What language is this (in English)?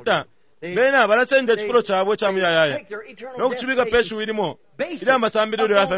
Bemba